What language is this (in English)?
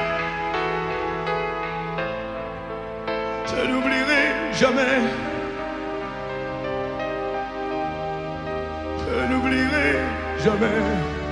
French